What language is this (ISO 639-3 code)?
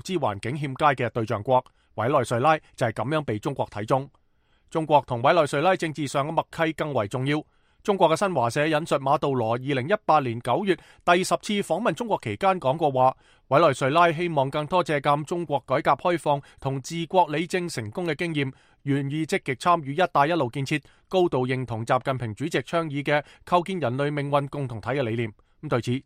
yue